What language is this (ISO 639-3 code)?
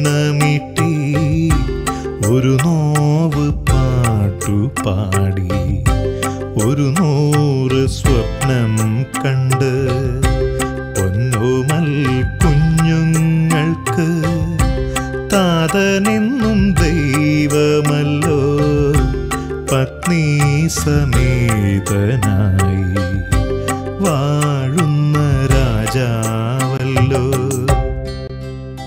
mal